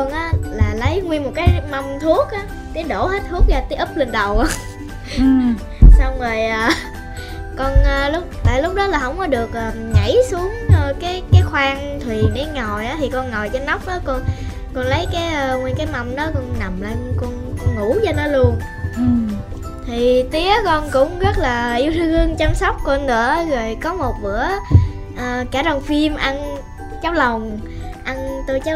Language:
Vietnamese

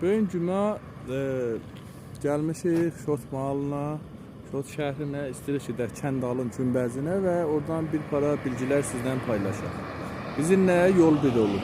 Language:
South Azerbaijani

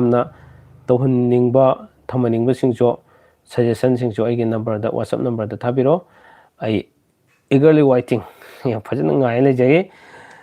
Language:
Manipuri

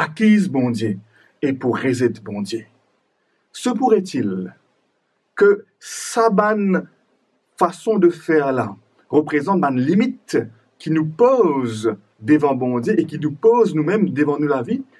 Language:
Morisyen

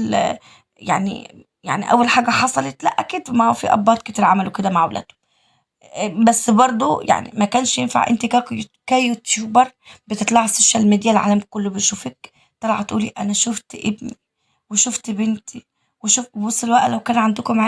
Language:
Egyptian Arabic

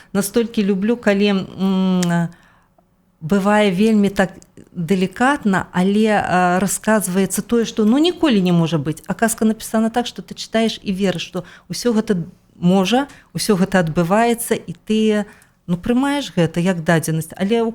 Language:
Belarusian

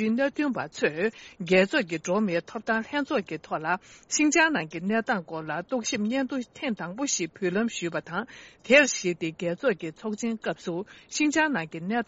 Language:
Tibetan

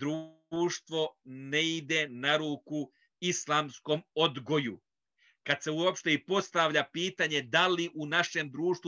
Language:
Bosnian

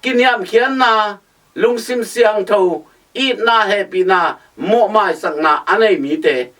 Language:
Tedim Chin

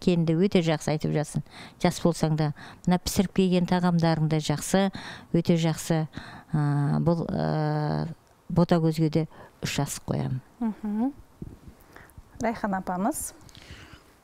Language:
Kazakh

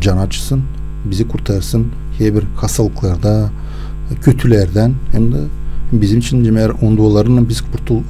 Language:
Gagauz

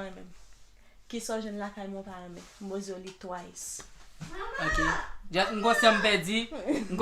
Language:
Haitian Creole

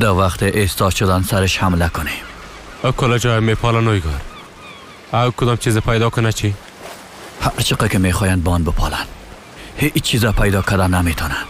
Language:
Persian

